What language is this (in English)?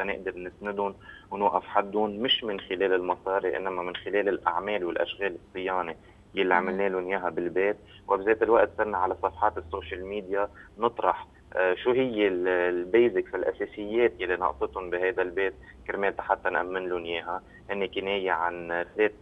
North Levantine Arabic